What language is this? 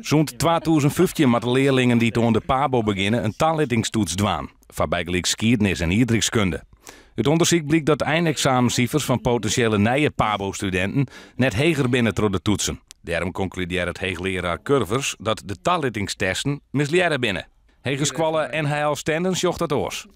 Western Frisian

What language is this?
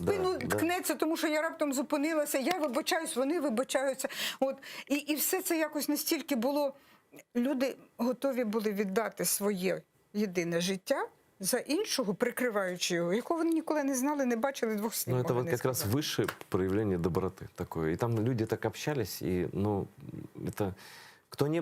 Crimean Tatar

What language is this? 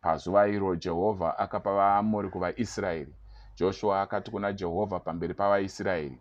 Shona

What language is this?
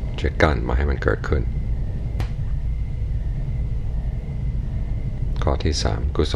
Thai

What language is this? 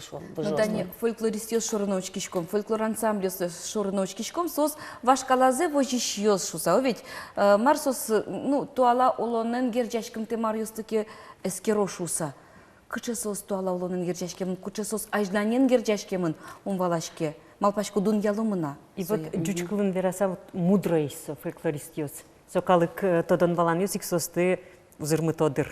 Udmurt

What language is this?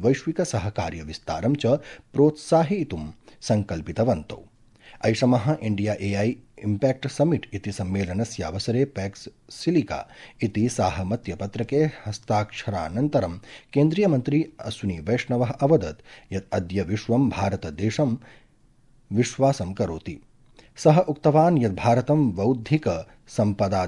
Sanskrit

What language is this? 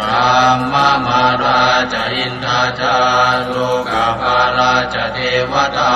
Pali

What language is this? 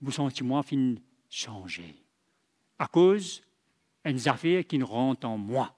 Morisyen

